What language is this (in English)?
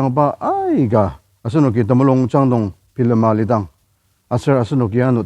Ao Naga